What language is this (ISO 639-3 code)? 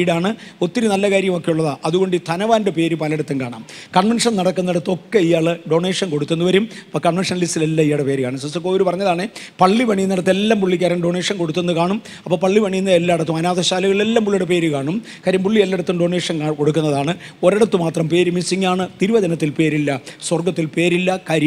mal